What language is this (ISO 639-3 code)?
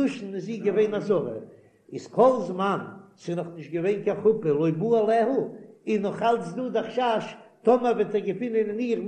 yid